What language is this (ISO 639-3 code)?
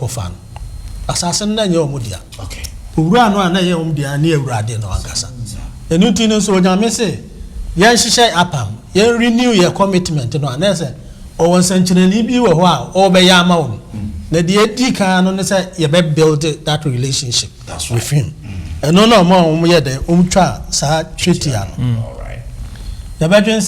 aka